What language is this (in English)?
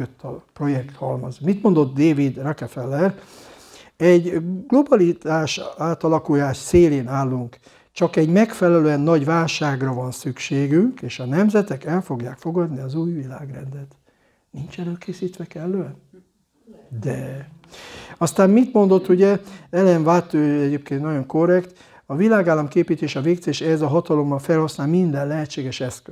Hungarian